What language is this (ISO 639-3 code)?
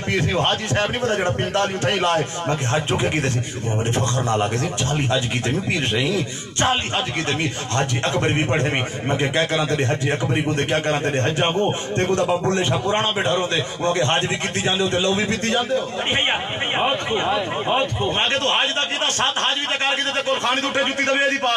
skr